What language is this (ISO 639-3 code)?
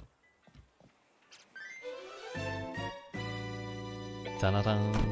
fra